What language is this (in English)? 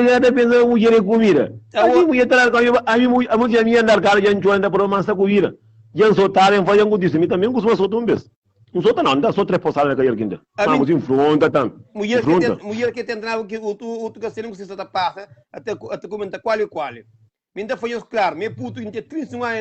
Kabuverdianu